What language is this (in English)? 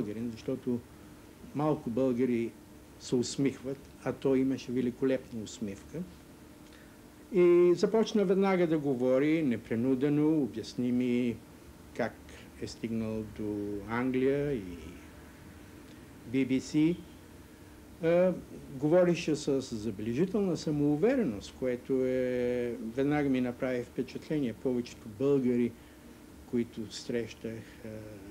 Bulgarian